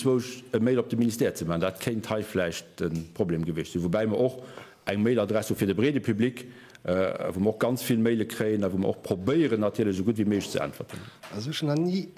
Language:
Luxembourgish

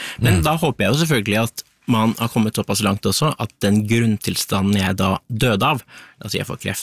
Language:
Norwegian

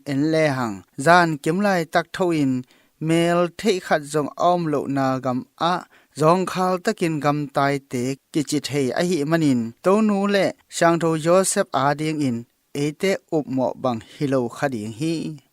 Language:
Tedim Chin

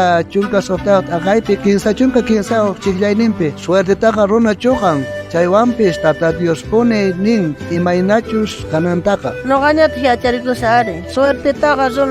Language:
South Bolivian Quechua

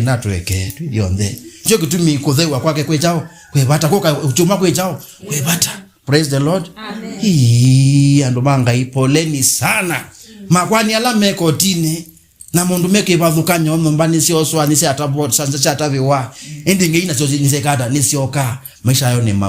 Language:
Kamba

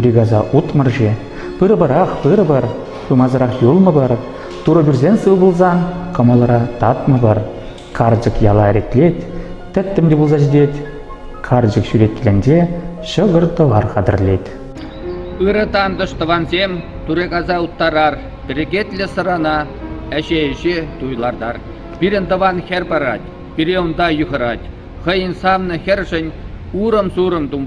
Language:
Chuvash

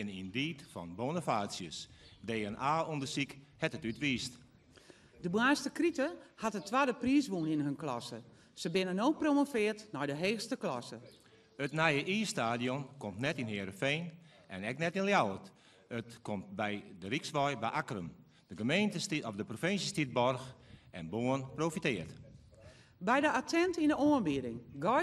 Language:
Western Frisian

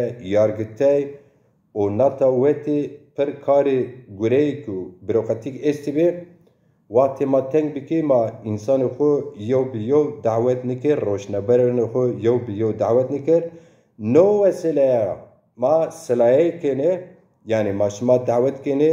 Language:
Zaza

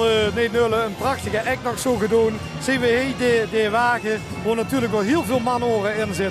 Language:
Limburgish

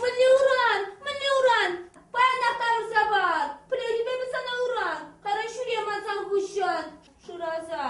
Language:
Chuvash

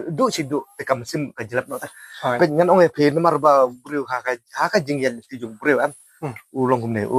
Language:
Khasi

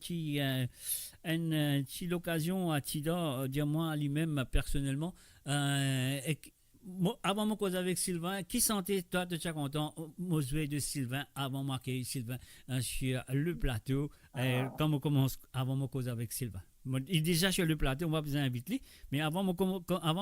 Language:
Morisyen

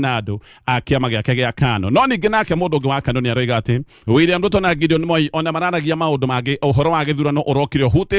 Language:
Kikuyu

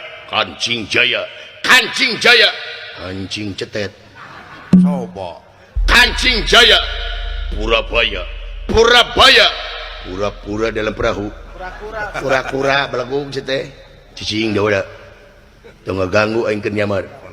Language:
Sundanese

